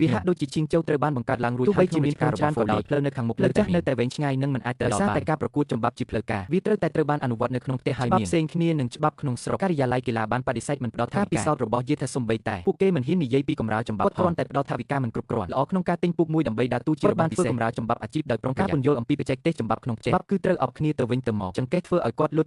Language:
Khmer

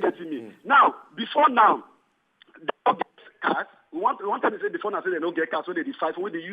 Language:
Nigerian Pidgin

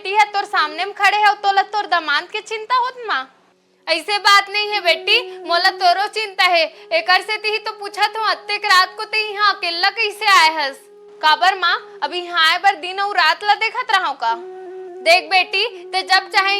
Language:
Chhattisgarhi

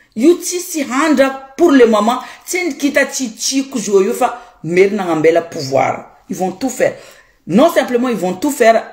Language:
Malagasy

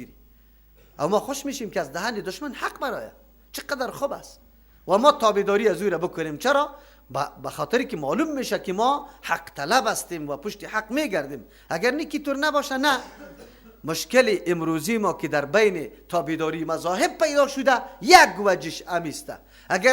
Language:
Persian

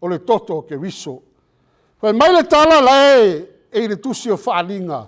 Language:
Samoan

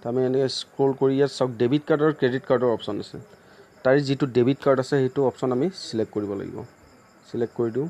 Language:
Assamese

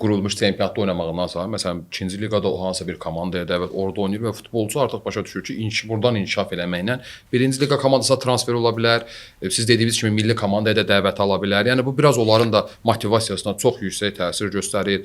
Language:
Azerbaijani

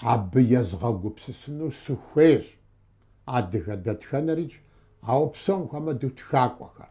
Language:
Kabardian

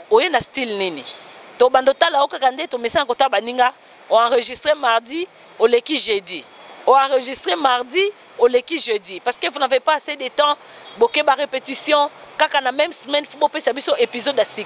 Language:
Lingala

